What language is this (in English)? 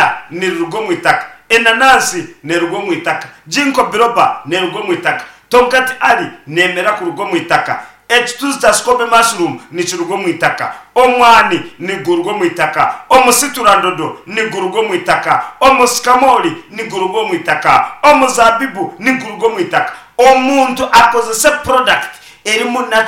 Nyankole